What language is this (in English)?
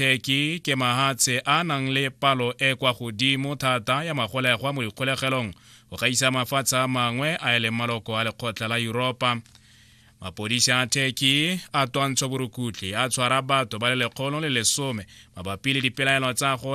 Tswana